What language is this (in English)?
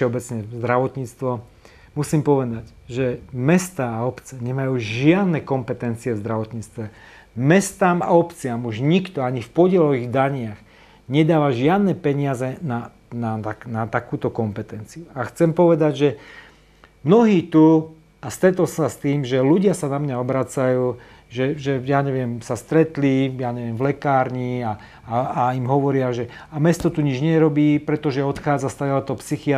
Slovak